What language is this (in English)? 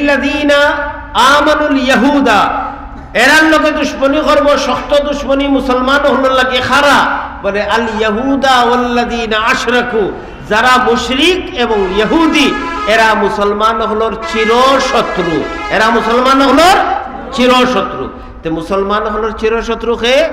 Sylheti